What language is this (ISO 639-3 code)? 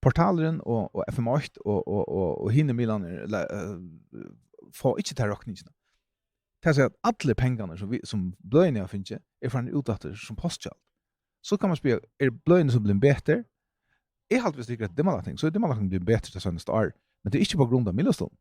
fao